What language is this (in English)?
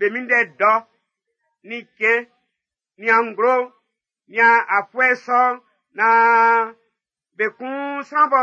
Baoulé